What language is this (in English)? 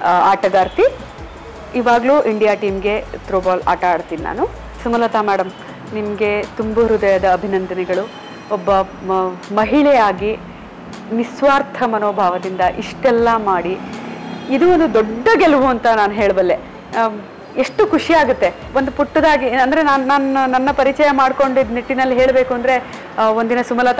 Kannada